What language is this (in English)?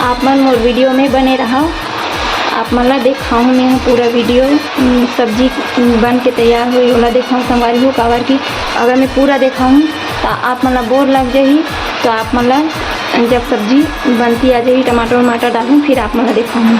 Chhattisgarhi